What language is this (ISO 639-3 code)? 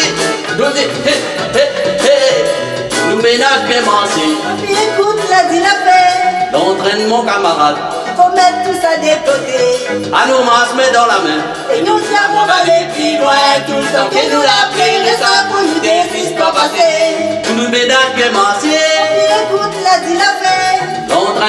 rcf